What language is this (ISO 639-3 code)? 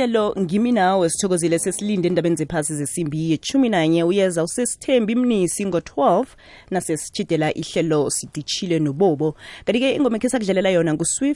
nbl